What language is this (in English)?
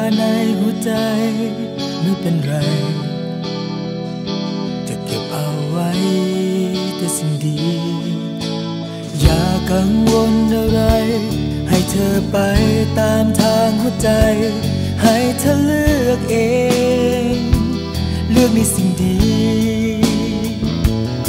Thai